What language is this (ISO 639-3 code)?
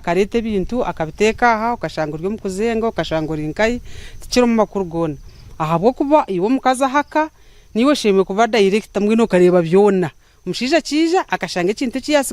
nyn